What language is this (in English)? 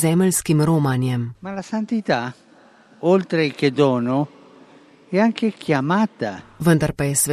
Slovenian